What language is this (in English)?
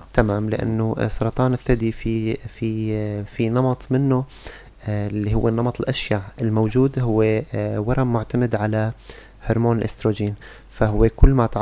North Levantine Arabic